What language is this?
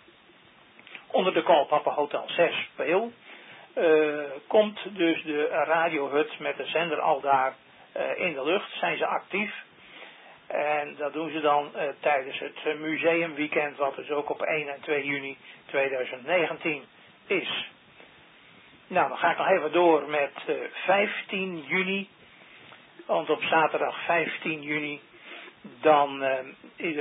Dutch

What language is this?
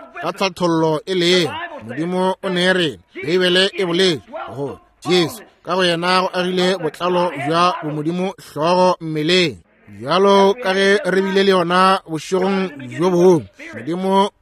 Northern Sotho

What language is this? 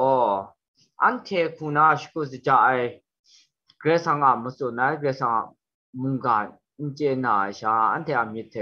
Kachin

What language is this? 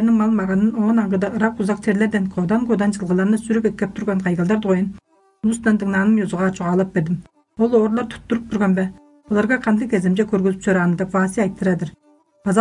Tuvinian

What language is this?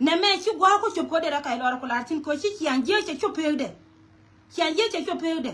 Nuer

